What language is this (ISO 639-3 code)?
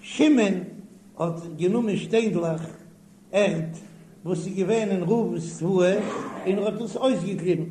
yid